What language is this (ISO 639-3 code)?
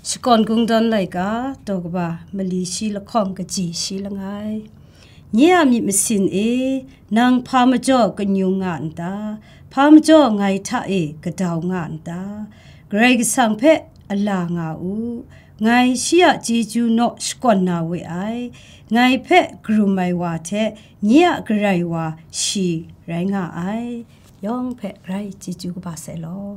kac